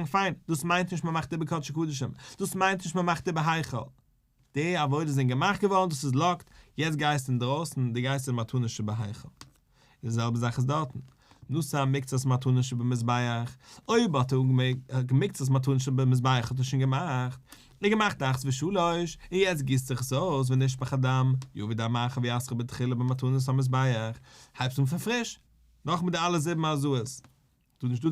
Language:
Yiddish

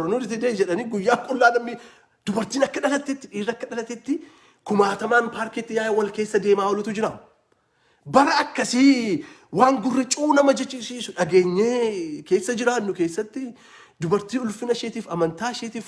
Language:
Oromo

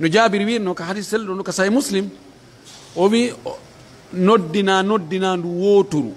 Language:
Pular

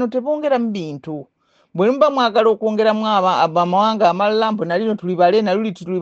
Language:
Ganda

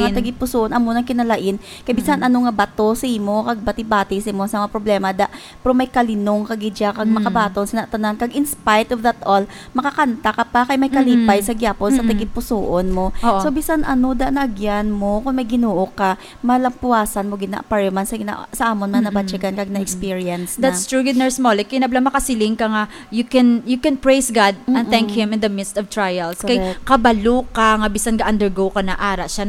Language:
Hiligaynon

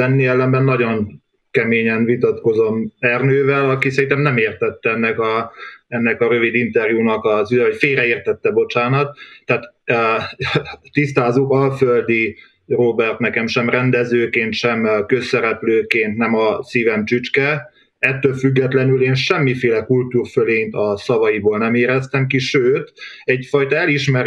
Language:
Hungarian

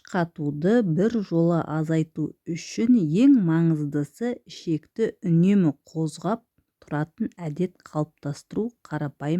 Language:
Kazakh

